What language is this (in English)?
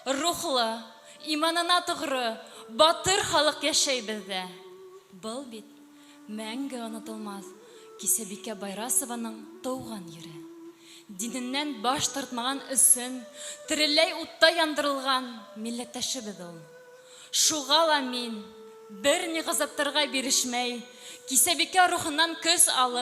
Bashkir